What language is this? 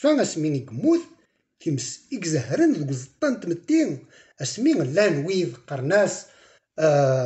Kabyle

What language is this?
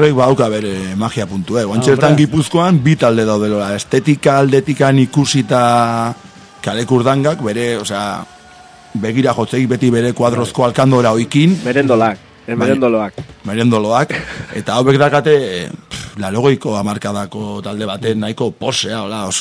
Basque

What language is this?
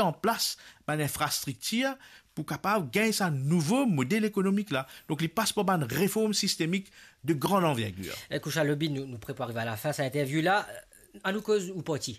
Morisyen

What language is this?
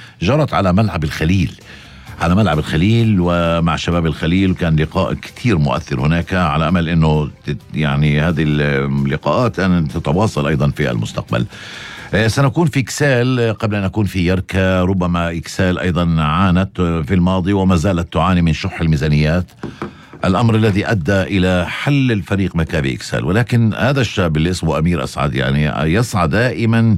North Levantine Arabic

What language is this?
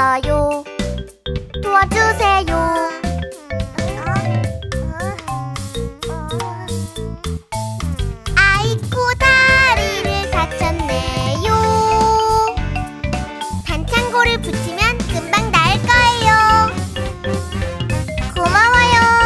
Korean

